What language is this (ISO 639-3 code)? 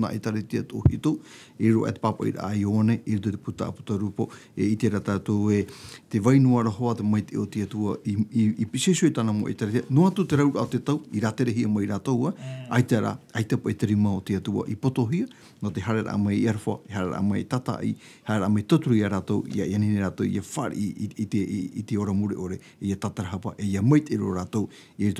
tah